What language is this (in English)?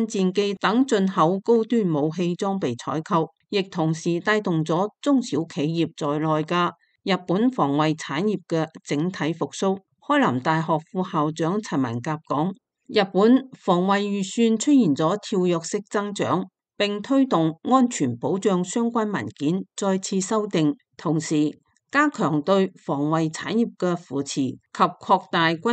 Cantonese